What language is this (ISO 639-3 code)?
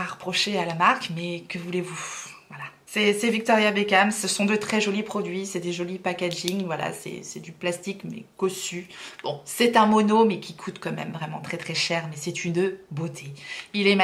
fra